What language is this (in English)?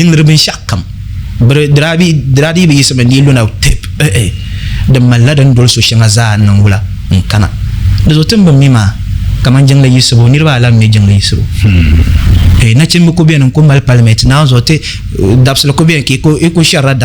Dagbani